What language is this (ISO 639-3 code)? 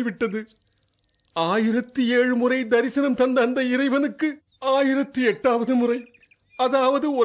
tam